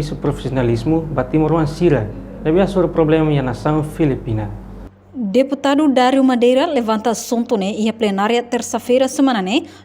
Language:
Tetum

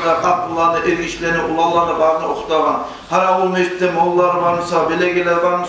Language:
Kumyk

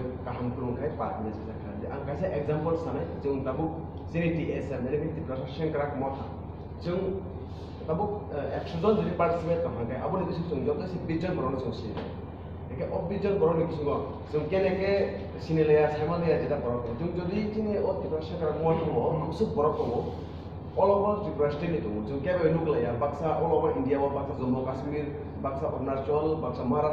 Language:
Kok Borok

